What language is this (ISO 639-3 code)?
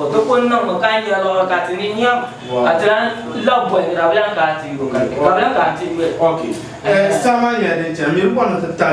dag